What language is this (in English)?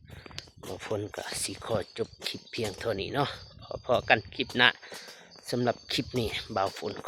Lao